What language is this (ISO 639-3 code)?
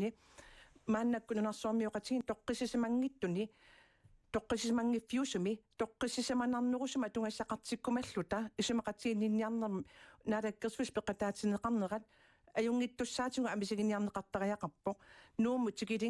kal